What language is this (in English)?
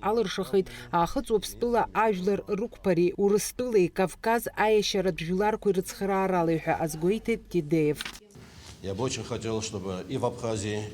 Abkhazian